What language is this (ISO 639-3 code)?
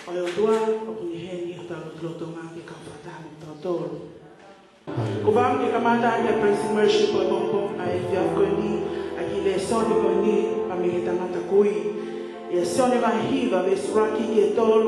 ton